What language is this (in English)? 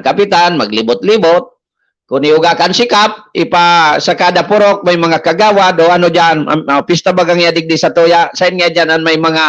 Bikol